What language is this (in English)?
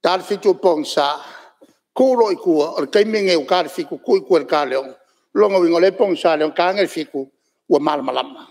Samoan